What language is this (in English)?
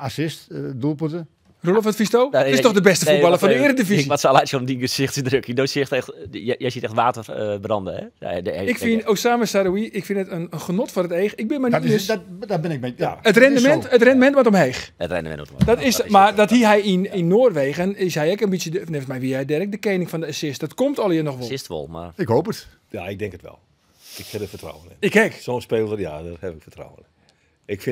Western Frisian